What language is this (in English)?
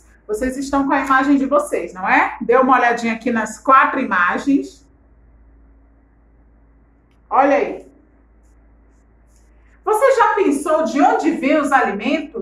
Portuguese